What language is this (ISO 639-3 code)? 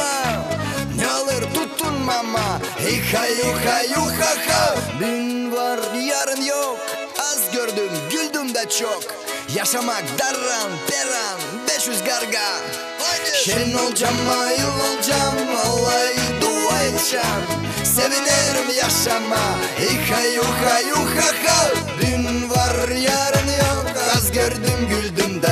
gag